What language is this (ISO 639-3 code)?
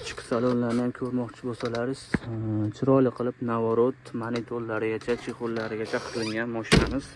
uzb